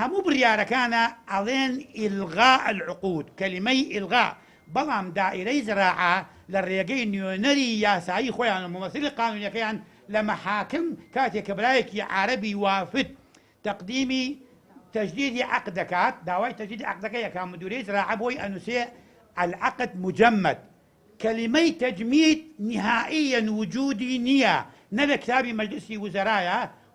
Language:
Central Kurdish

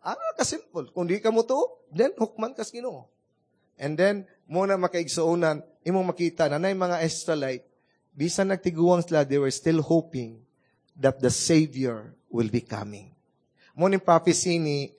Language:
Cebuano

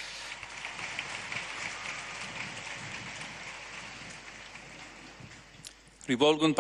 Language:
Slovak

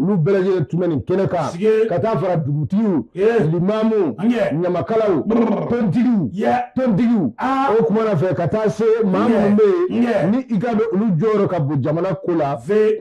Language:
Bambara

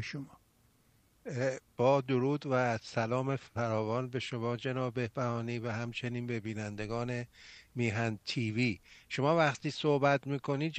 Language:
Persian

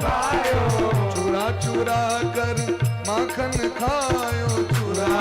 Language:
Maithili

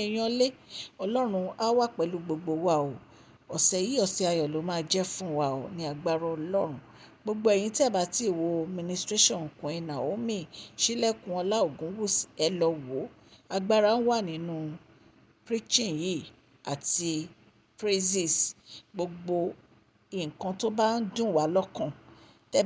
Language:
Yoruba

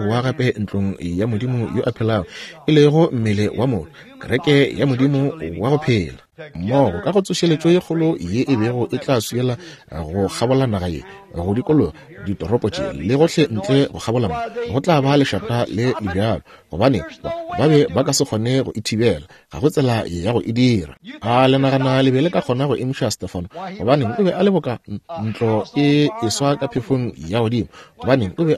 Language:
Northern Sotho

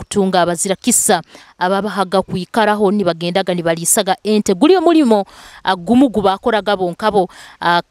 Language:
Nyoro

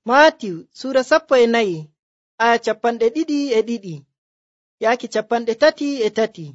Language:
Nigerian Fulfulde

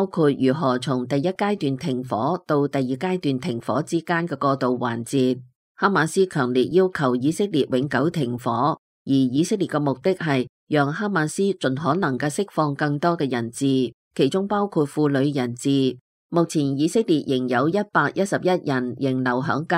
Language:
Cantonese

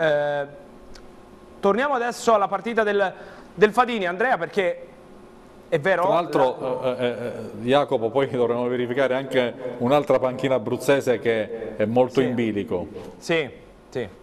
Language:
Italian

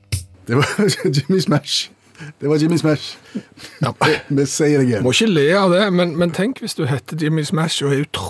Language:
Norwegian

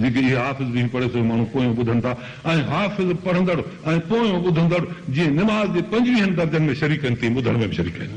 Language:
Sindhi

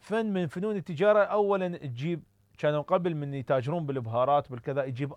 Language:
Mesopotamian Arabic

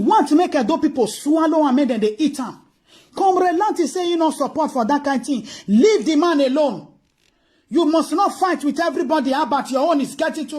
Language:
Nigerian Pidgin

